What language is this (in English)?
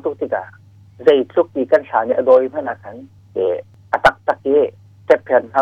Hakha Chin